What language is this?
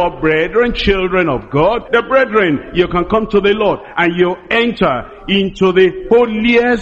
Ewe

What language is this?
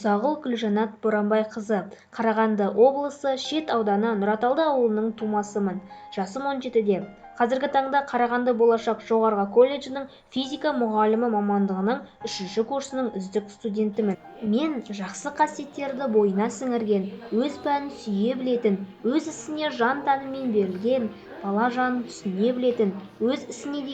Kazakh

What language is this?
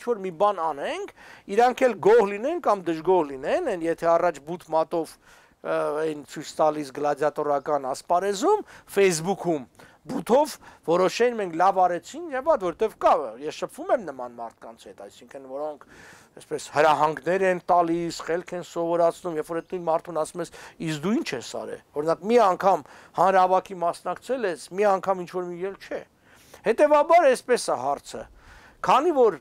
Armenian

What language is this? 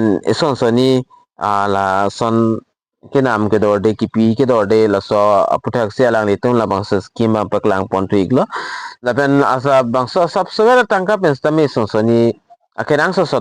Karbi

